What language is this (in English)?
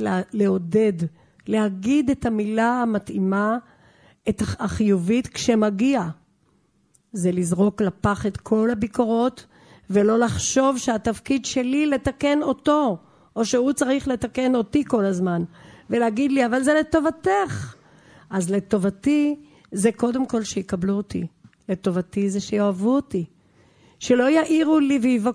Hebrew